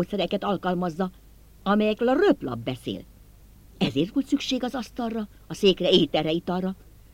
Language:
Hungarian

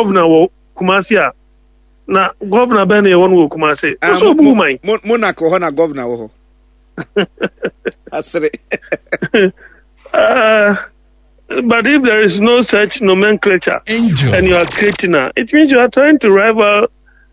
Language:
Akan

